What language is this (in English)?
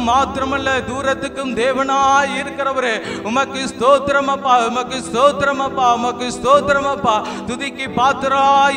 Tamil